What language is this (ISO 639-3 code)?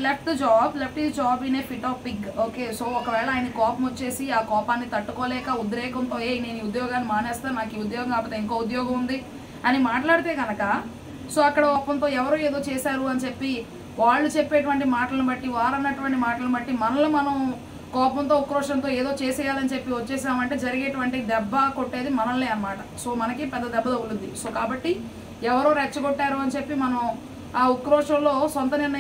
tel